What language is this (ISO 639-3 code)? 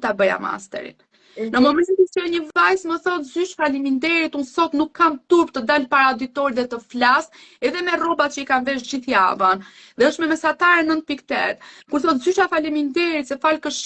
sqi